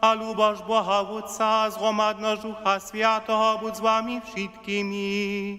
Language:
Upper Sorbian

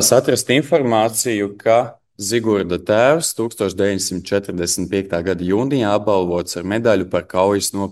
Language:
Latvian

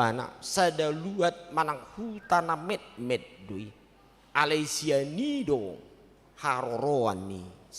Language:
Batak Toba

